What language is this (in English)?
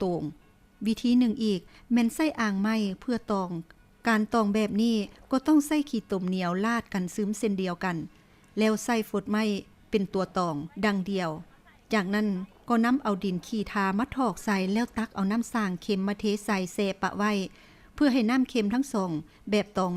Lao